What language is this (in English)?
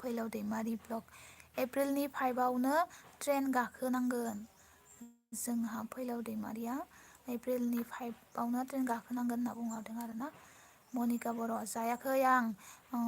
Bodo